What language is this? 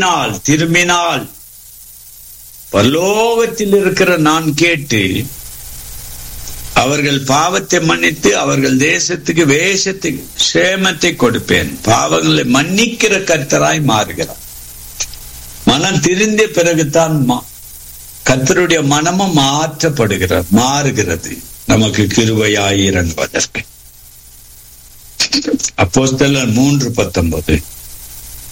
Tamil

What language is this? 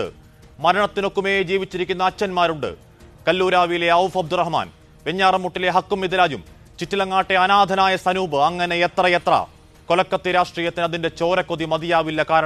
Malayalam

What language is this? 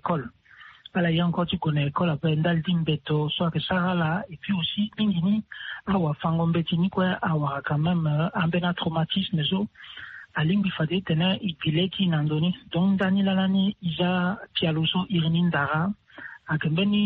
Sango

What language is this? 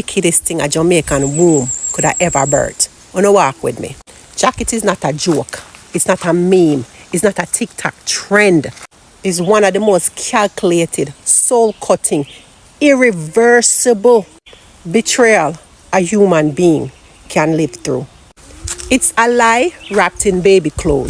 Jamaican Creole English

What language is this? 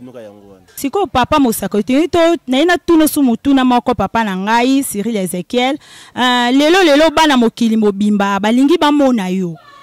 Lingala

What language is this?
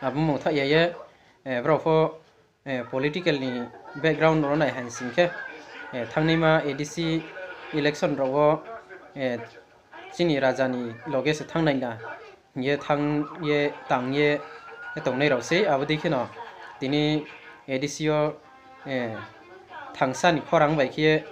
Riang (India)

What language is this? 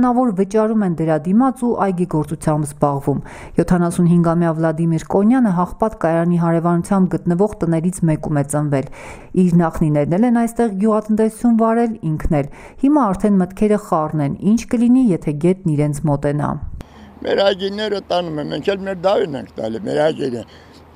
Armenian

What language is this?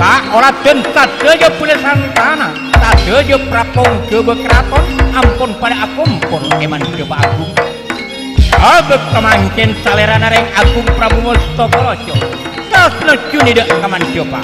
Madurese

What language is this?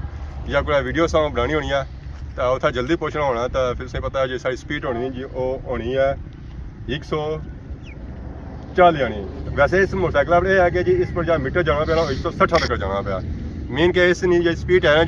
Pahari-Potwari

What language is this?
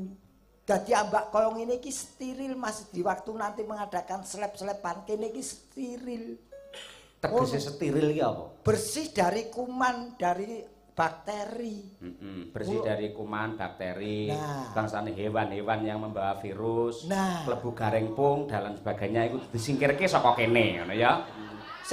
Javanese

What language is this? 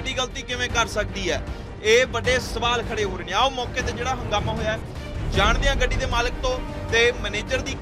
Punjabi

